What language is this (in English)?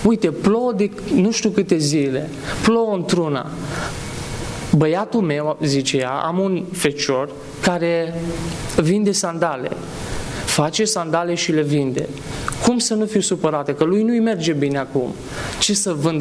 Romanian